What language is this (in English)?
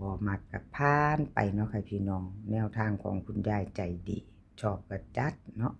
Northeastern Thai